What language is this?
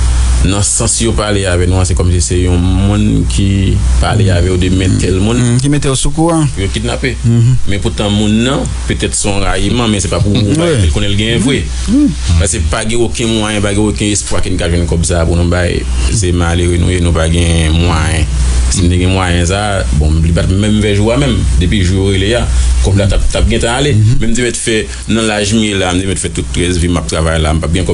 Haitian Creole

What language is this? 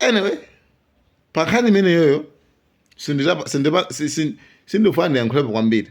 Nyanja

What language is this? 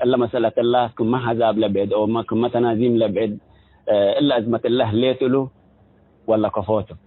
Tigre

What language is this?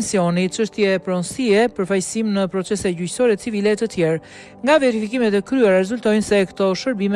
Albanian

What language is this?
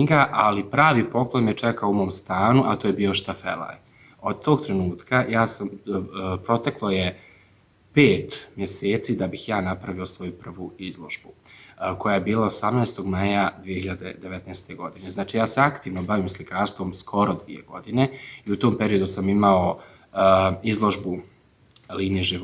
Bosnian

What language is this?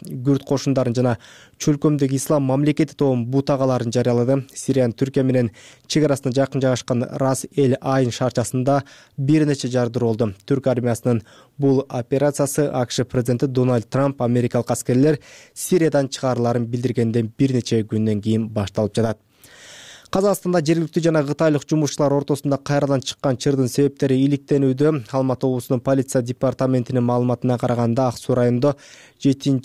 Kyrgyz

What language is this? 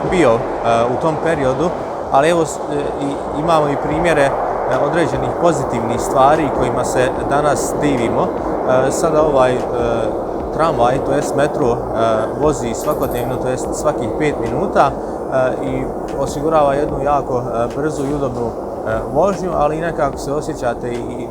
Bosnian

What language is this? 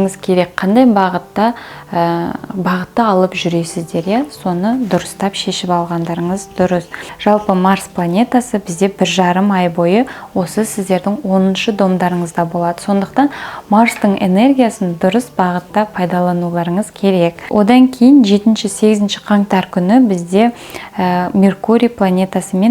Kazakh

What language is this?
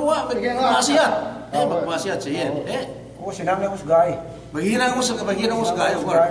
Yakan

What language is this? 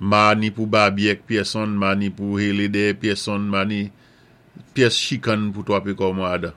Saint Lucian Creole French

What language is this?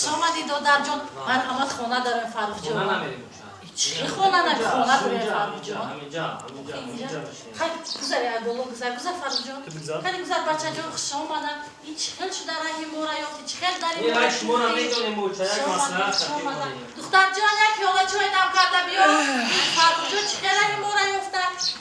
Tajik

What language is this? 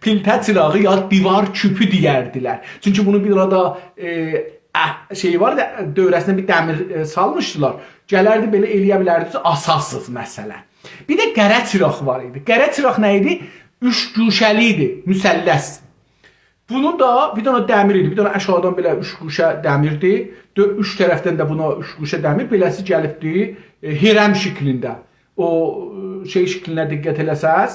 South Azerbaijani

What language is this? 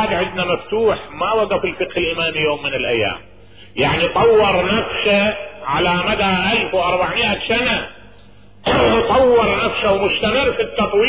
Mesopotamian Arabic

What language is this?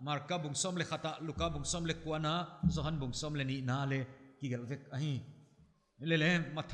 Paite Chin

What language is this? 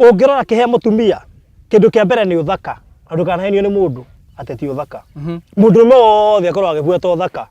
Kikuyu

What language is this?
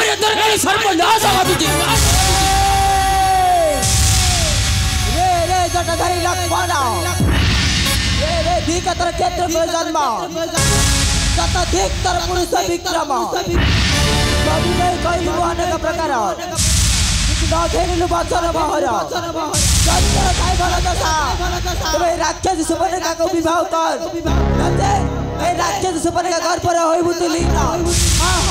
Odia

